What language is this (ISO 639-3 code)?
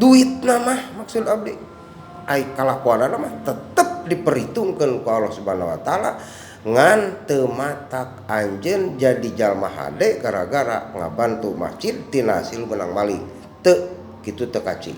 sun